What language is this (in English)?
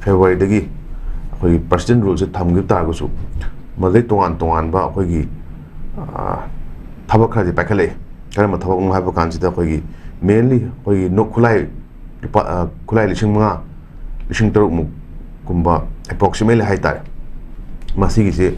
Manipuri